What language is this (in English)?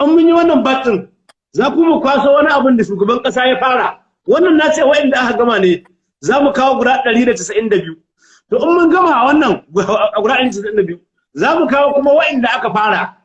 Hausa